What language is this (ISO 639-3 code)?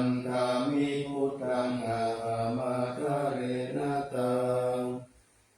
pli